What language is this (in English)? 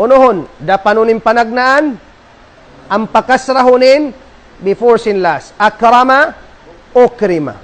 Tausug